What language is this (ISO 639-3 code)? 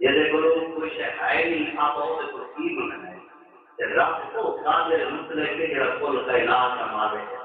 skr